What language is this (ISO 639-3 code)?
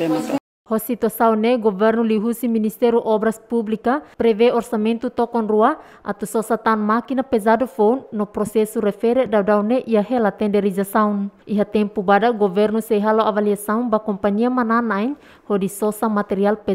tet